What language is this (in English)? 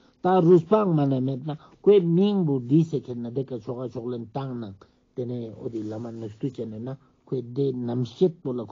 Ladakhi